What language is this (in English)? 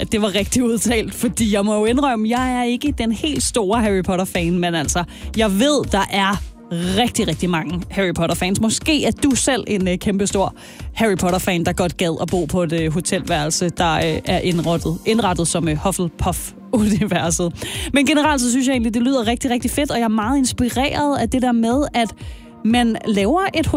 Danish